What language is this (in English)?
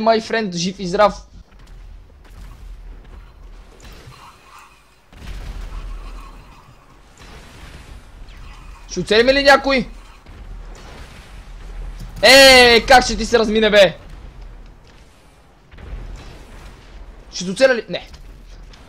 Bulgarian